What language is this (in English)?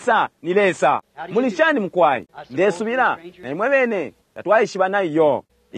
Bemba